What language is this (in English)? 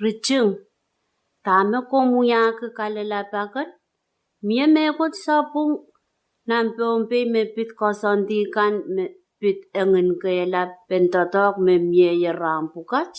Pohnpeian